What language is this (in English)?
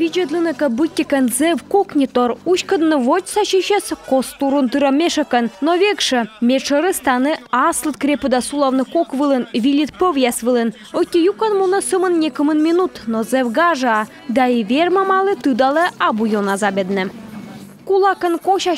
Komi